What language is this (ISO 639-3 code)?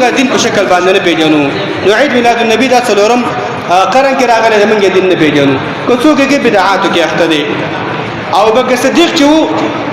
pus